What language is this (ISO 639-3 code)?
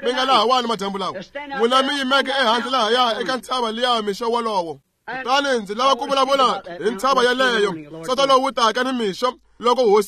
tso